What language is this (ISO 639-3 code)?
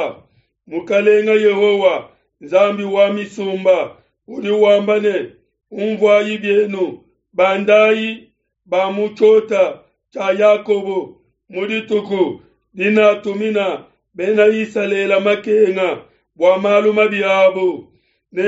lua